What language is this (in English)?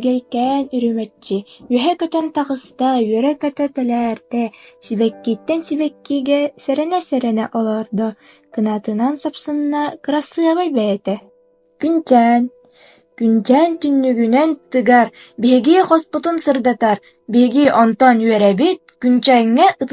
Yakut